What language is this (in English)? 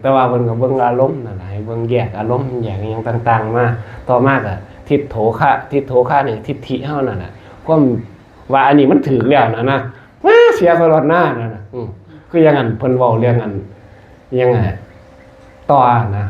Northeastern Thai